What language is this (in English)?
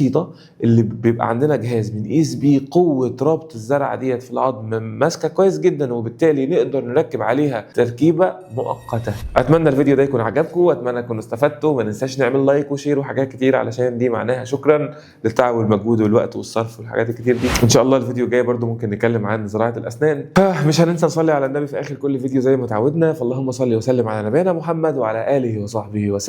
Egyptian Arabic